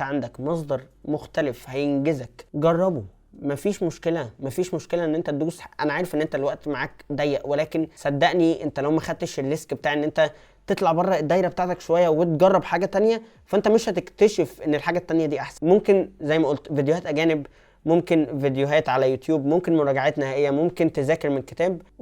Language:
Egyptian Arabic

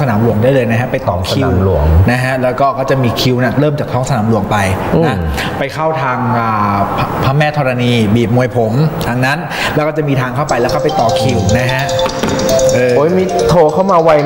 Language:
Thai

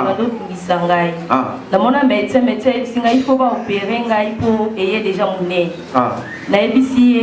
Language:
Lingala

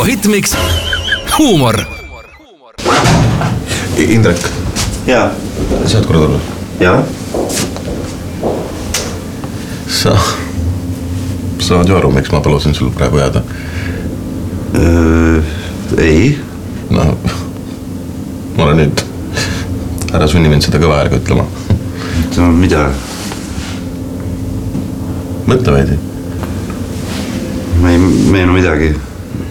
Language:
Estonian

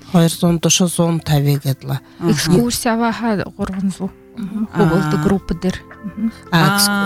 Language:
Buriat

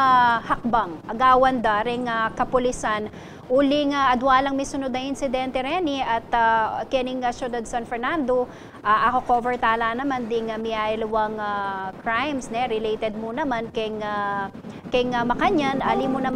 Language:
Pampanga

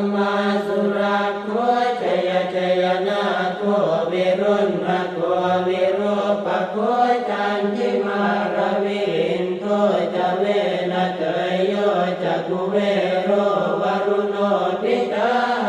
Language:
Pali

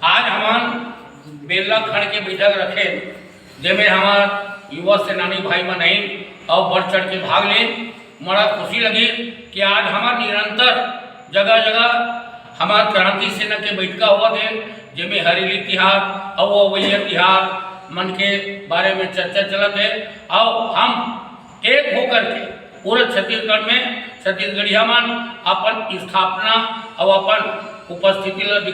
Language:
Chhattisgarhi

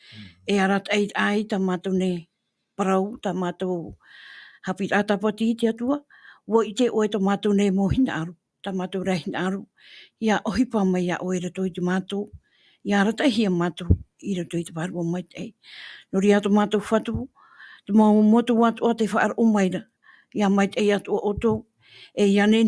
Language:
Tahitian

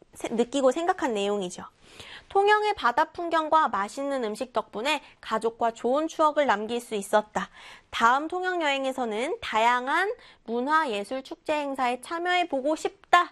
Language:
Korean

